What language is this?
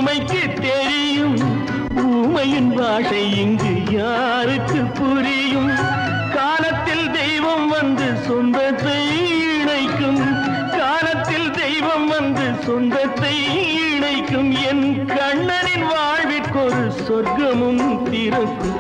Tamil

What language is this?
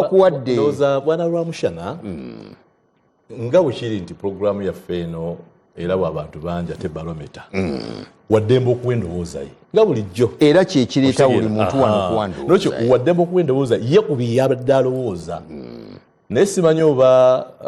Ganda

